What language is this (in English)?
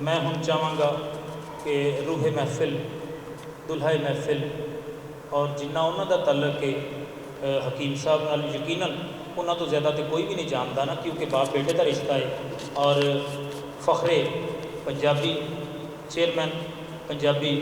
Western Panjabi